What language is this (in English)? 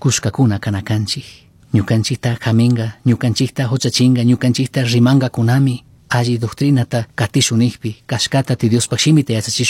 Chimborazo Highland Quichua